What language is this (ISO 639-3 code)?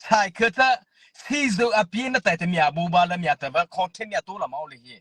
mrh